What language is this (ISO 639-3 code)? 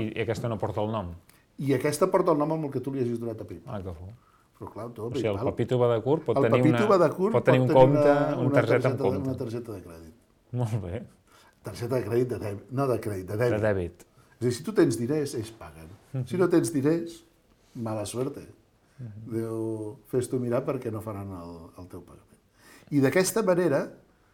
cat